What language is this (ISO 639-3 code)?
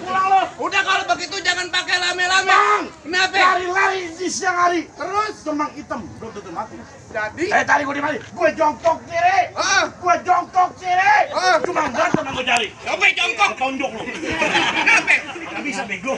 bew